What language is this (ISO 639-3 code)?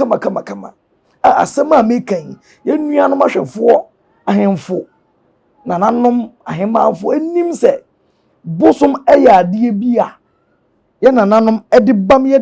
aka